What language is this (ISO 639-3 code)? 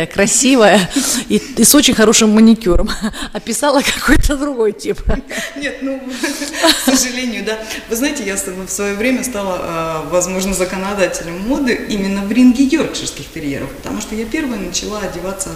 rus